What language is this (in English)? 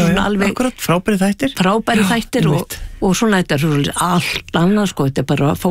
Icelandic